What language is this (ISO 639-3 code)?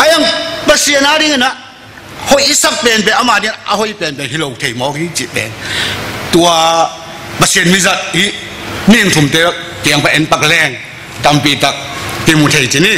ctd